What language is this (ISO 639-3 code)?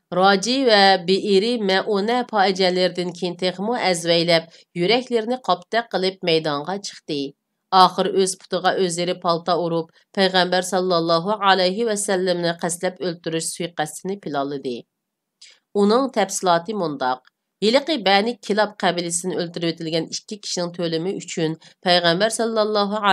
uig